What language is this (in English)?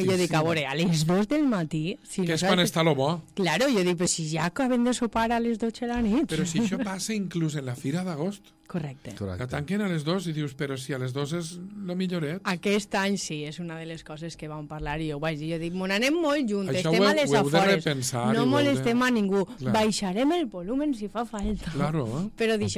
Catalan